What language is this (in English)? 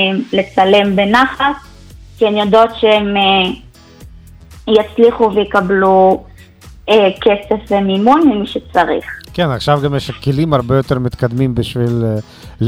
Hebrew